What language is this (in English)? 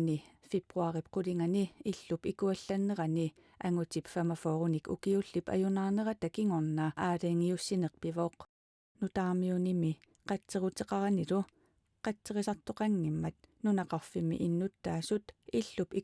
Kalaallisut